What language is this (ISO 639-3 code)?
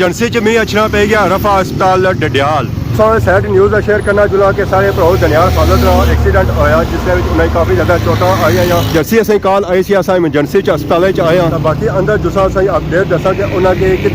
phr